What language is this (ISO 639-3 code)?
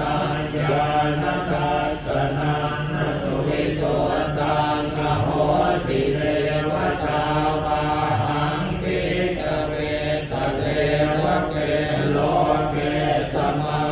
pli